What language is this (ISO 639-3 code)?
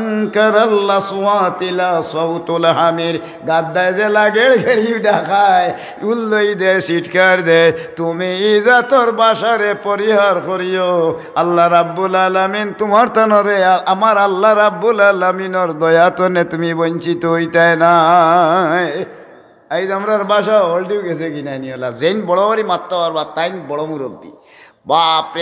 syl